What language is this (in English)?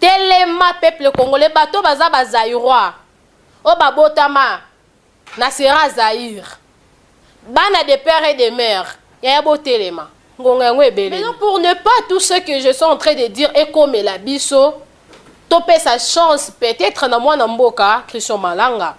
Lingala